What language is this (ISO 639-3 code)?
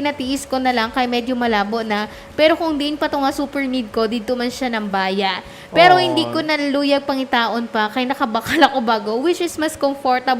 hil